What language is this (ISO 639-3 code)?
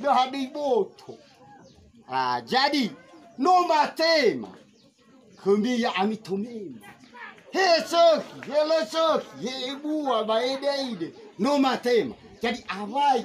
nia